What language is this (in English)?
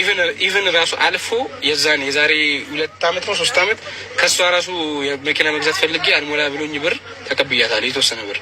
Amharic